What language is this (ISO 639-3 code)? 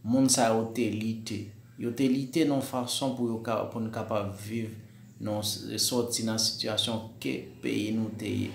hat